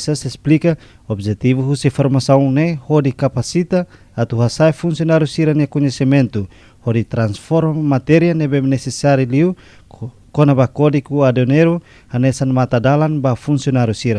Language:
Tetum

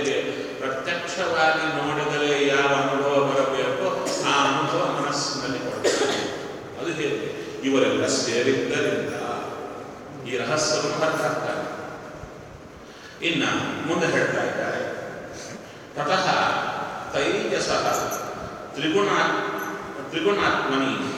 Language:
Kannada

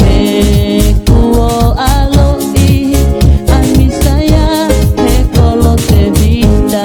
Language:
Tongan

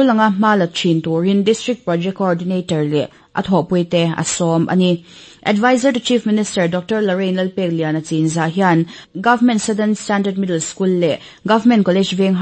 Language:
Mizo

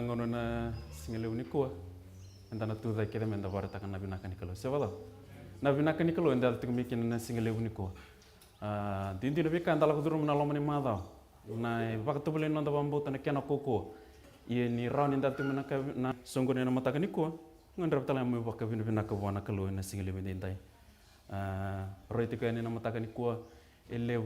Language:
Fijian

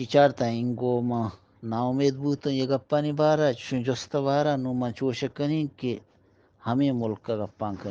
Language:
Eastern Balochi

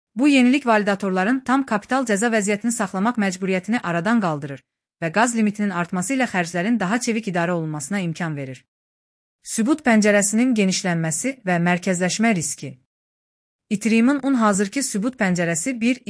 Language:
Azerbaijani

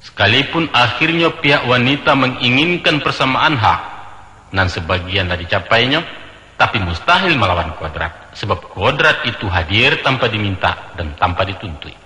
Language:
Minangkabau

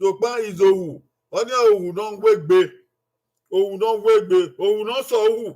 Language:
Bini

